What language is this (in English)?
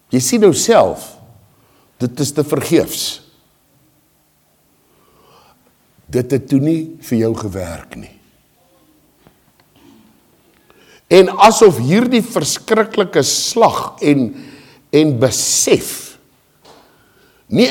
Afrikaans